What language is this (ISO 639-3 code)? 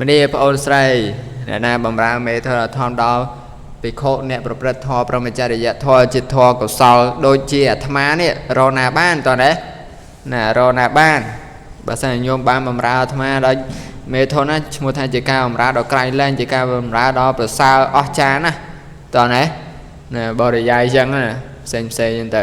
khm